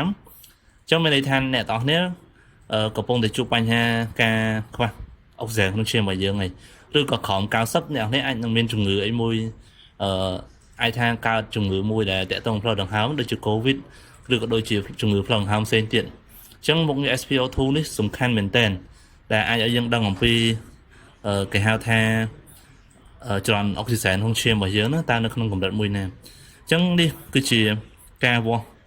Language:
Khmer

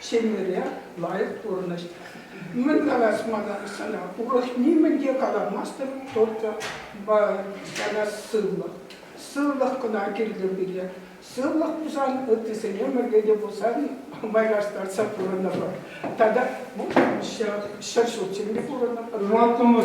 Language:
Chuvash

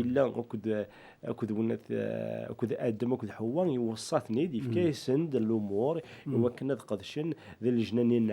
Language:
Kabyle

